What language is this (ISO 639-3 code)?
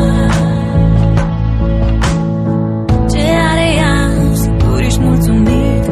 ron